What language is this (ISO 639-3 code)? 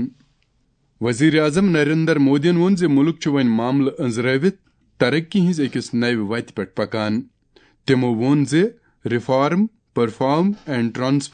kas